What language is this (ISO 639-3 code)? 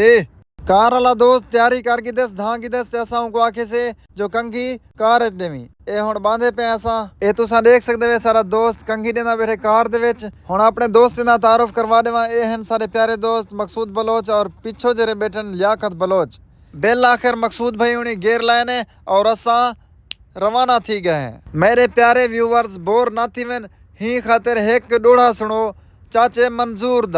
skr